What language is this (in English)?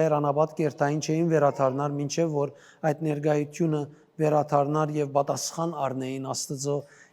Western Armenian